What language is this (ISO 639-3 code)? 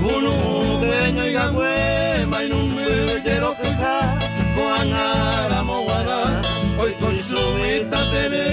grn